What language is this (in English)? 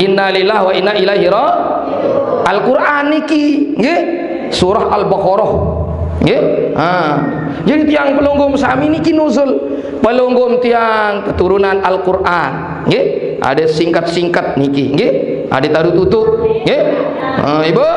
Sasak